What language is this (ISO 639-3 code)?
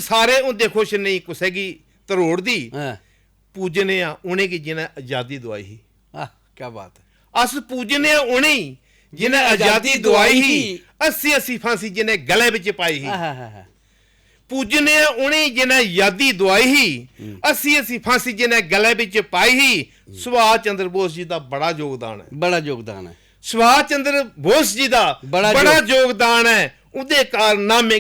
doi